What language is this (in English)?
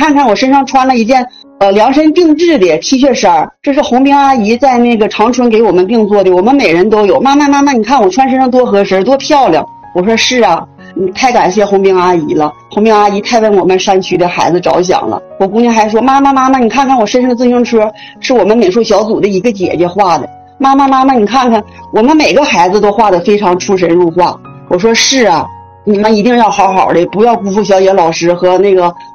Chinese